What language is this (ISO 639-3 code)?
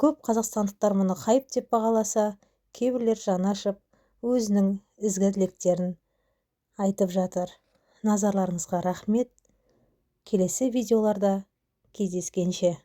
kaz